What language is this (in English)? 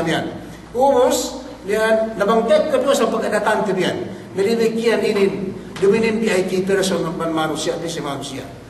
Yakan